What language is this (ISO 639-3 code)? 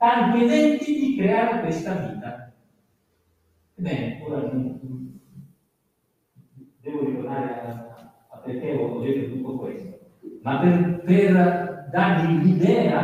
ita